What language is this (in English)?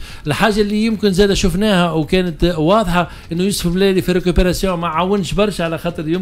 Tunisian Arabic